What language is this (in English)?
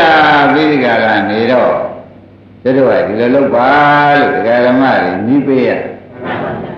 Burmese